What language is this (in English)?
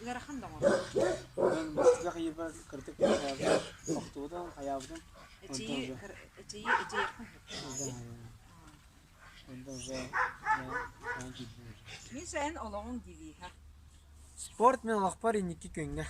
Yakut